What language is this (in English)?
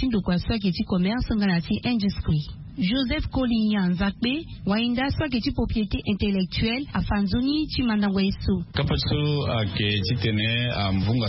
Sango